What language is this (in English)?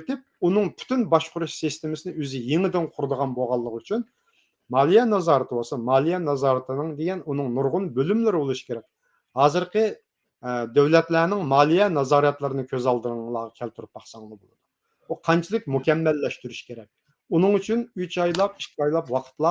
Uyghur